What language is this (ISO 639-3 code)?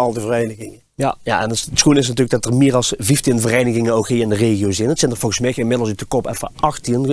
lim